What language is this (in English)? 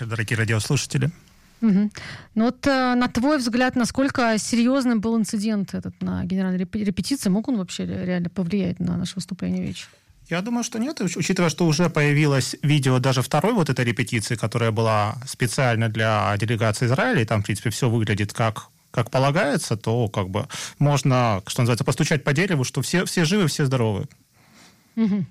Russian